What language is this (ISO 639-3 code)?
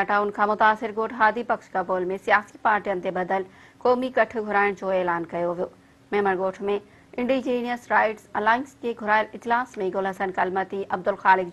snd